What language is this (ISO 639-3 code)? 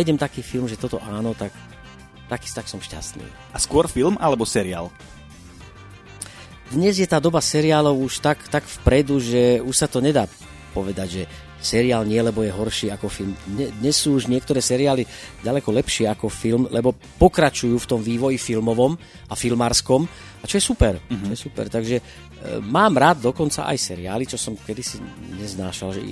slk